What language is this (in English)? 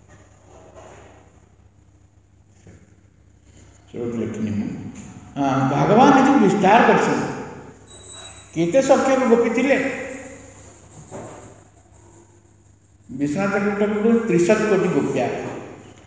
Odia